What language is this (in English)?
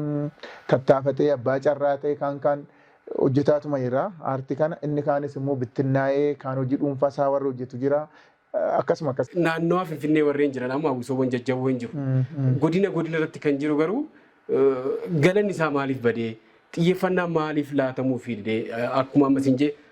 Oromo